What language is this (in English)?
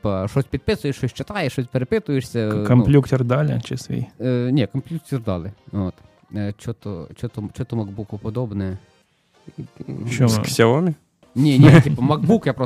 Ukrainian